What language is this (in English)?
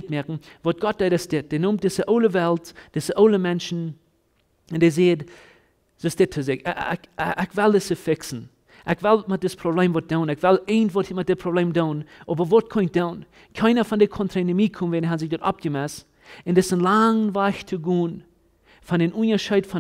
Plautdietsch